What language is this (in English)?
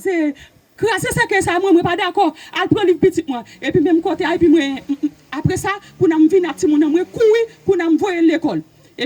Haitian Creole